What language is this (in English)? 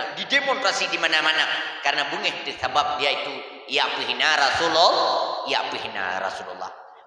Achinese